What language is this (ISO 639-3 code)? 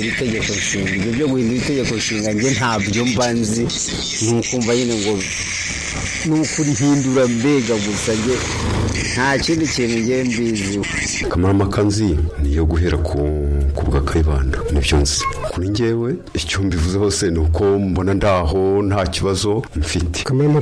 kin